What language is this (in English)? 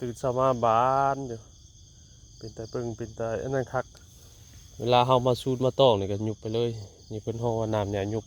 Northeastern Thai